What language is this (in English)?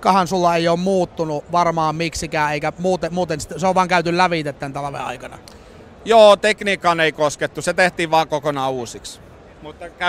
Finnish